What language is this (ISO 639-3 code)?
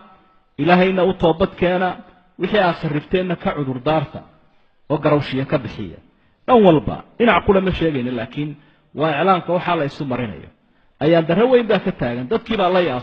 som